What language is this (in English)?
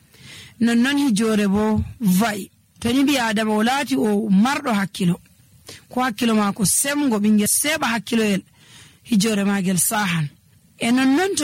Nigerian Fulfulde